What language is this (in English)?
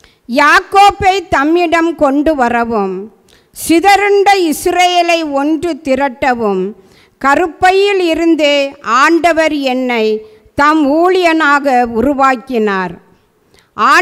Tamil